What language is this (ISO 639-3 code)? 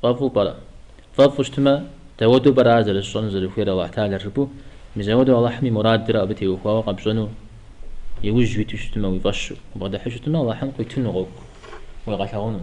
kbd